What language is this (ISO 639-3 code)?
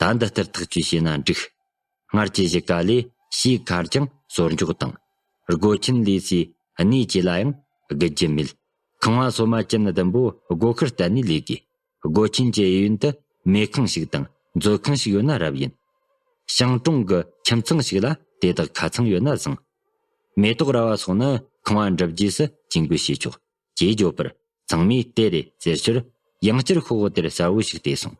bod